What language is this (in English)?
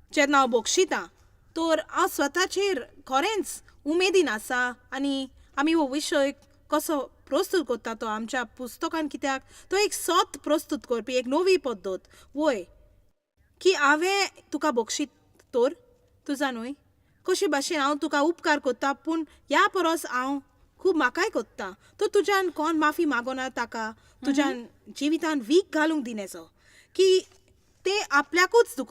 Konkani